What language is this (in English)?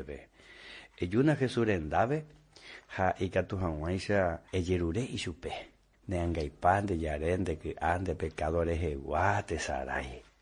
Guarani